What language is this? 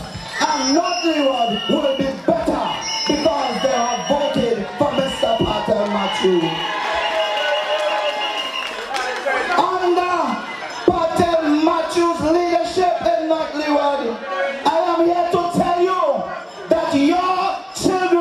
English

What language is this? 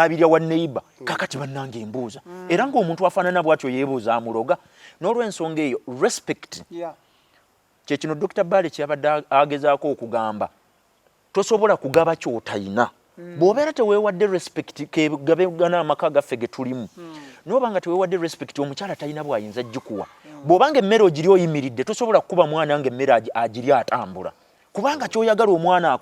Ganda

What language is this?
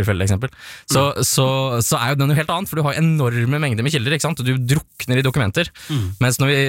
Norwegian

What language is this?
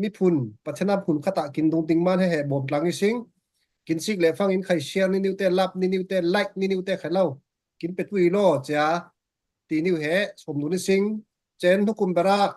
Falam Chin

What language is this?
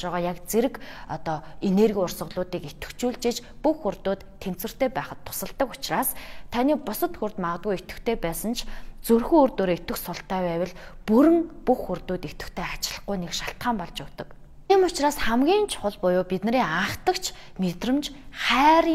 Mongolian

